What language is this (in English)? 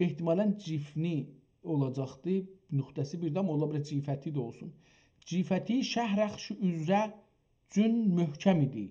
South Azerbaijani